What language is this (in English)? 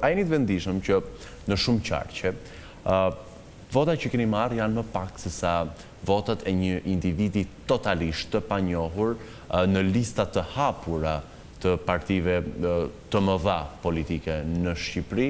Albanian